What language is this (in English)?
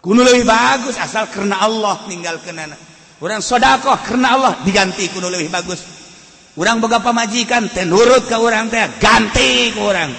Sundanese